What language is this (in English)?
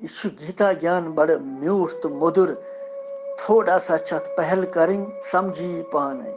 Kashmiri